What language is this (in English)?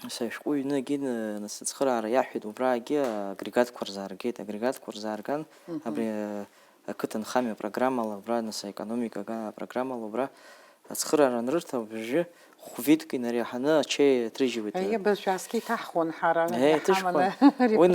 Abkhazian